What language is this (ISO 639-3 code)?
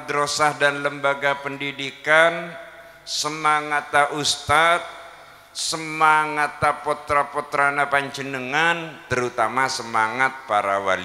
mad